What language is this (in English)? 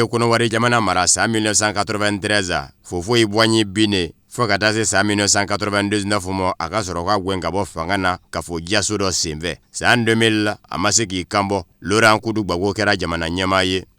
Bambara